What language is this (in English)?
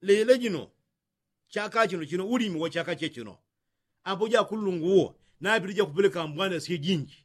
Yao